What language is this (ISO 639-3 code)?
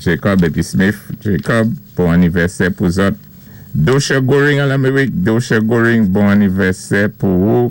acf